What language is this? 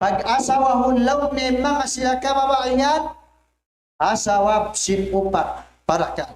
Tausug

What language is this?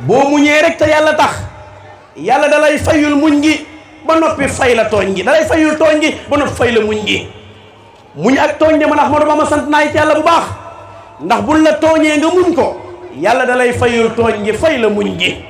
Wolof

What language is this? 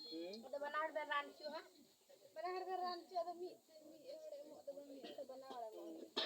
Santali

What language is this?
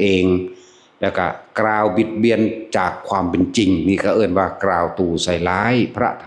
Northeastern Thai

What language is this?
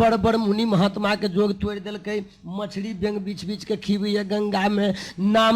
Maithili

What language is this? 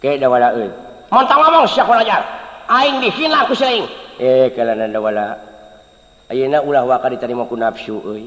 Sundanese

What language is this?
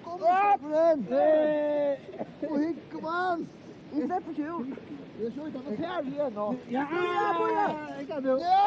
Faroese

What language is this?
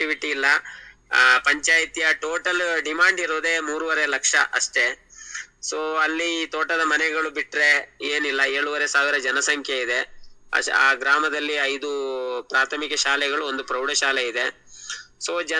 Kannada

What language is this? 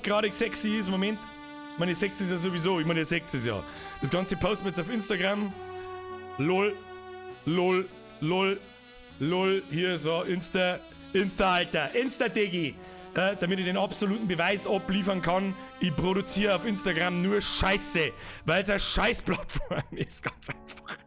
Bavarian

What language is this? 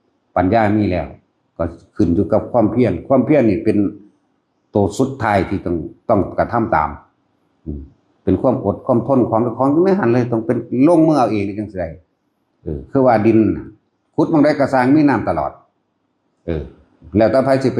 Northeastern Thai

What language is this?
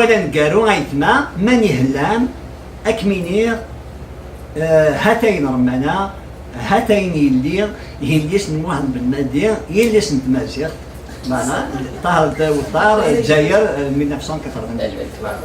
Kabyle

